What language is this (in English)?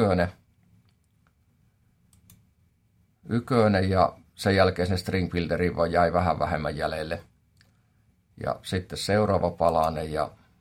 Finnish